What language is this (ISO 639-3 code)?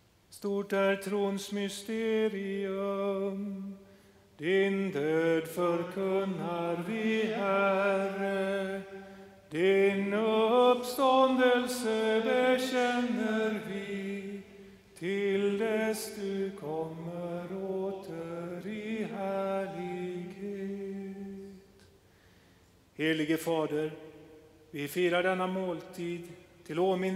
swe